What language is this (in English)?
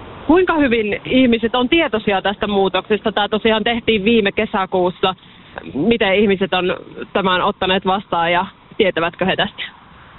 Finnish